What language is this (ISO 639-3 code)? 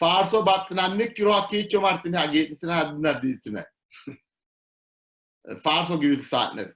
sid